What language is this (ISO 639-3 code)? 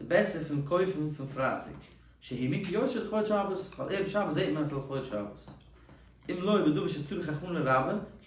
yid